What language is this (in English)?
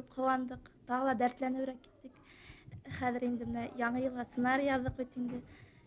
Bashkir